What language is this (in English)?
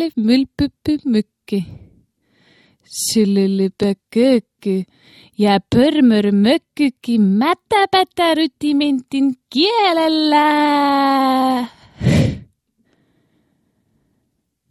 Estonian